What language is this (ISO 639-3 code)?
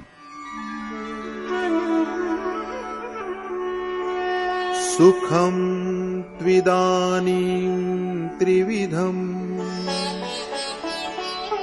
tam